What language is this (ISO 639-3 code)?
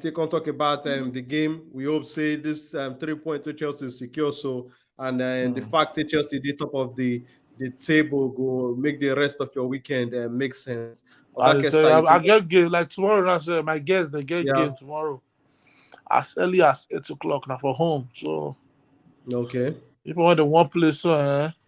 pcm